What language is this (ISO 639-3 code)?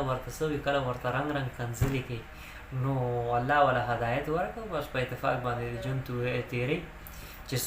pus